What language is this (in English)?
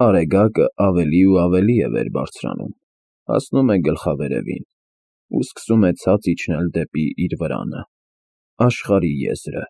Armenian